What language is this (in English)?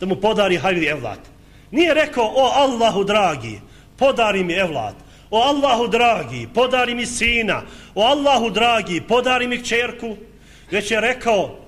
Bosnian